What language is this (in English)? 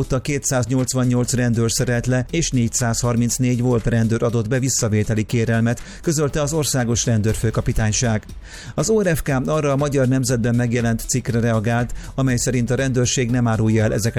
Hungarian